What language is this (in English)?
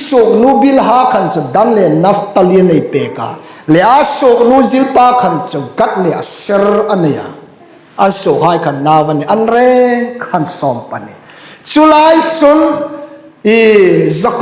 Hmar